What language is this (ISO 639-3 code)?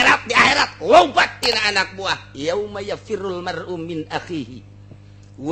sun